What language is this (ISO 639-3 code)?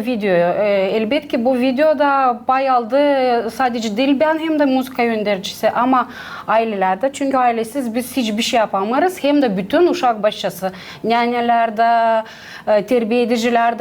gag